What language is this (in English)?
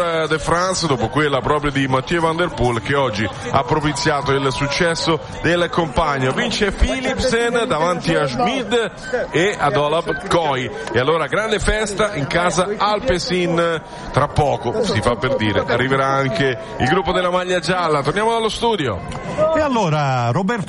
Italian